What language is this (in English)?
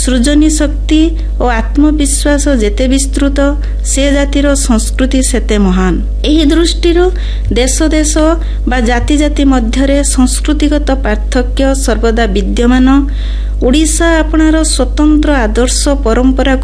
Odia